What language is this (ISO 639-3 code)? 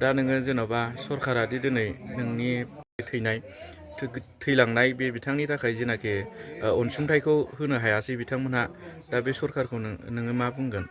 brx